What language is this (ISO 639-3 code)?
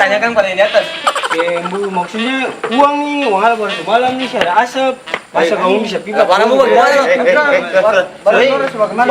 abs